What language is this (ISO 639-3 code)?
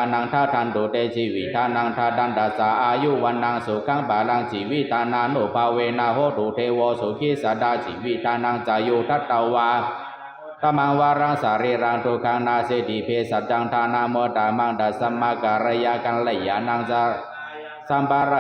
pli